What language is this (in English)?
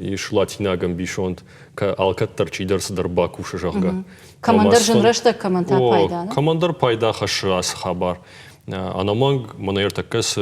Ossetic